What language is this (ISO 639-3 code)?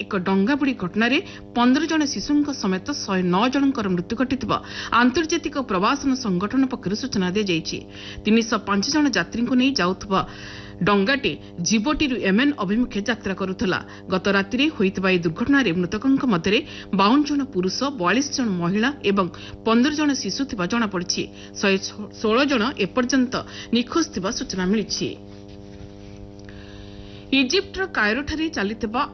ori